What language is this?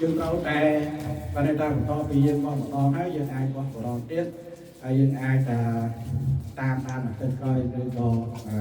Khmer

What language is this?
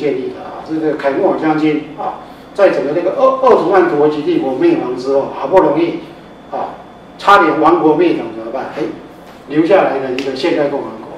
Chinese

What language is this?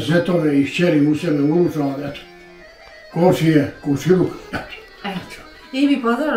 Bosnian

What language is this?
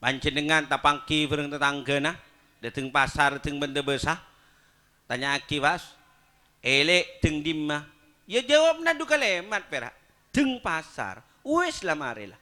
Madurese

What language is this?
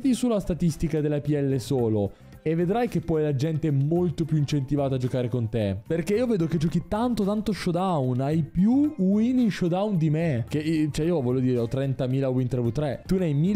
Italian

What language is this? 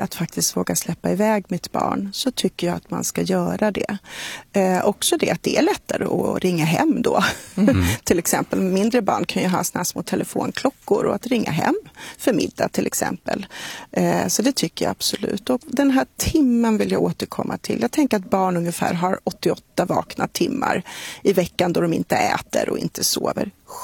Swedish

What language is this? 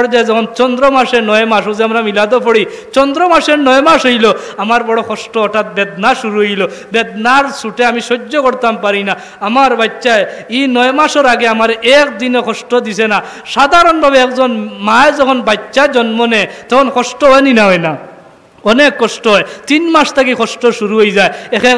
Sylheti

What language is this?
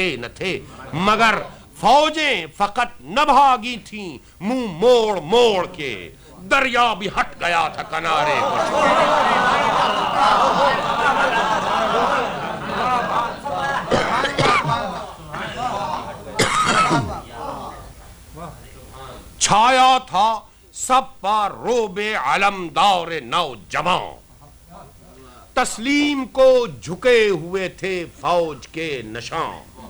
Urdu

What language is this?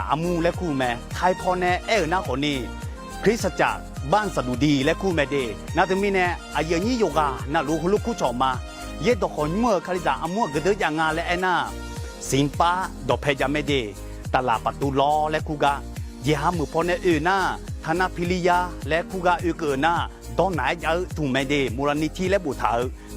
Akha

